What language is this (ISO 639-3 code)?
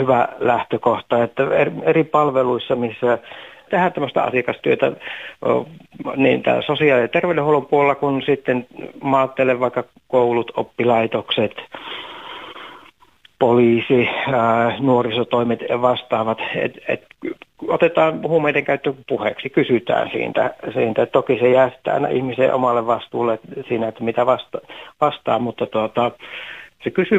fin